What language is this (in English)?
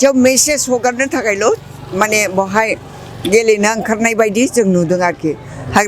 Bodo